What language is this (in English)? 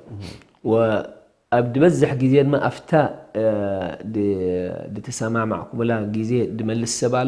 Tigrinya